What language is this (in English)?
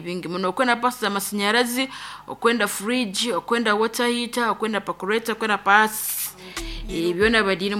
Nyankole